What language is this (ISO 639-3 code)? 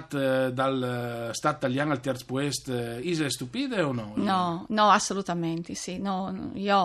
fur